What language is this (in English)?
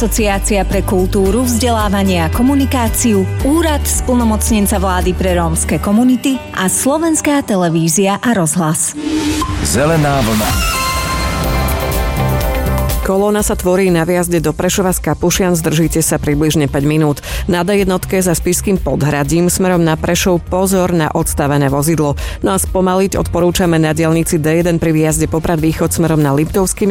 Slovak